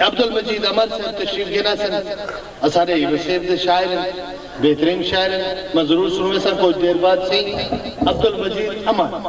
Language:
Saraiki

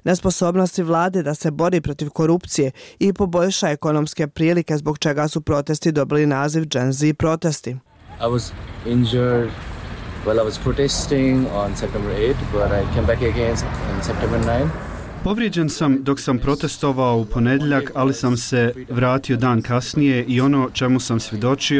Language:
Bosnian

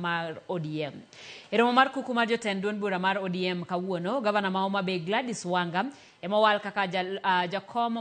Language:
Luo (Kenya and Tanzania)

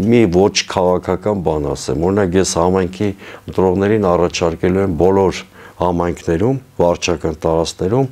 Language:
Armenian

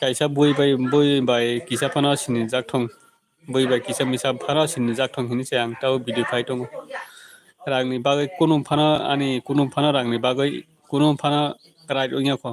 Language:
Kok Borok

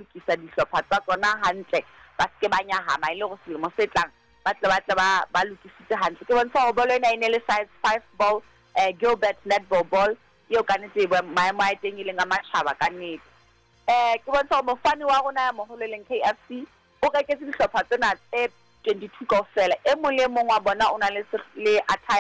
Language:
Southern Sotho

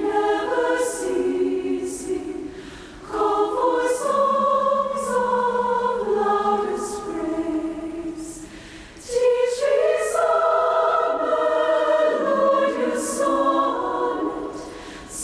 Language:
Tahitian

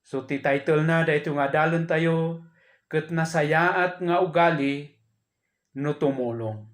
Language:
Iloko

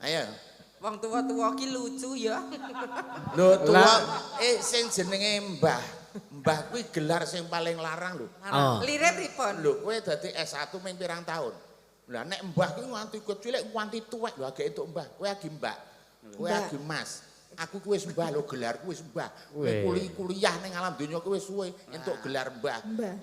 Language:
Javanese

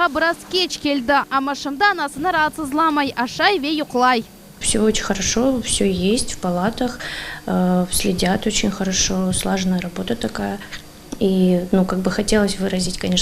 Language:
Crimean Tatar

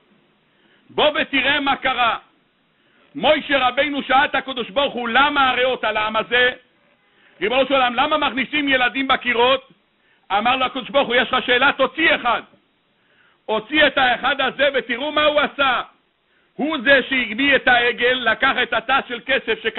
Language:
Hebrew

